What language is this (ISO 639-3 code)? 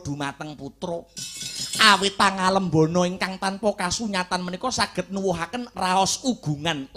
jav